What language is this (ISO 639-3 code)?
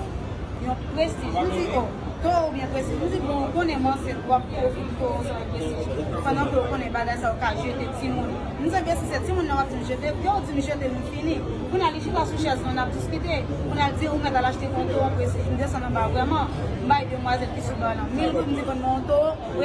hat